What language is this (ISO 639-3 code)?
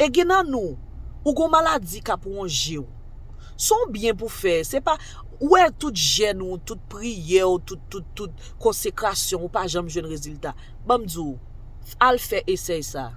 hat